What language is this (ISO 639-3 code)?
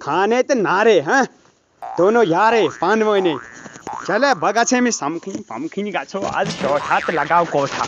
kas